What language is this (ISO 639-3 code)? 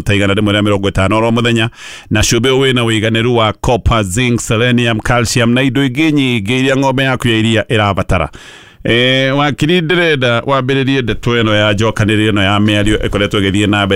kik